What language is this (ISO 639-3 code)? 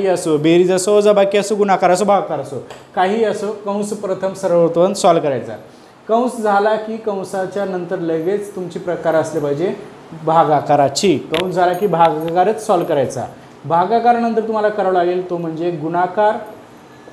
mar